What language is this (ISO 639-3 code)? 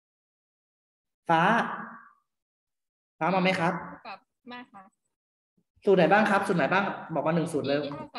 tha